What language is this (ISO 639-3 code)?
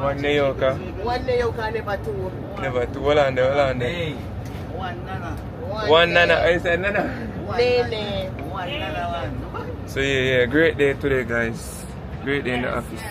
jam